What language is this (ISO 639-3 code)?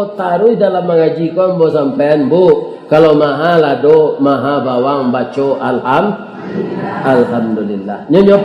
min